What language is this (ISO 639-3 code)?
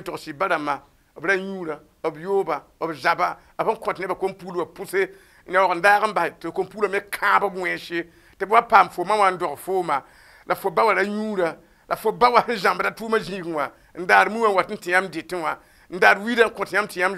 mos